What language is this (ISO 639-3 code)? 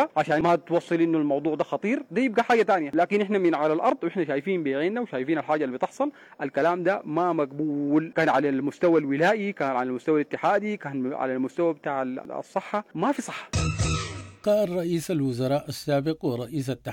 apd